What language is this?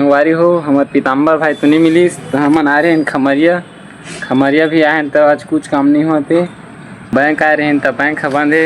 Chhattisgarhi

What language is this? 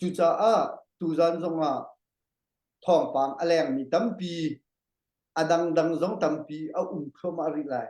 Hakha Chin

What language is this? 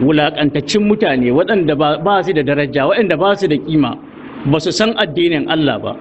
Hausa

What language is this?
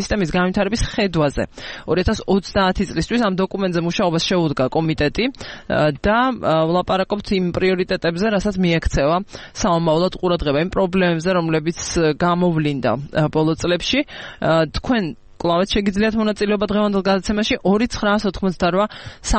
Georgian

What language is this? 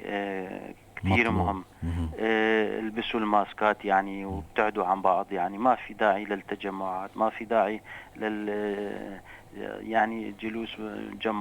North Levantine Arabic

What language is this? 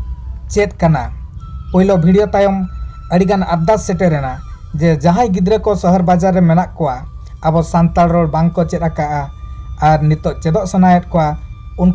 Santali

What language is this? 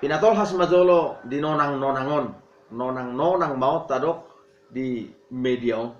Batak Toba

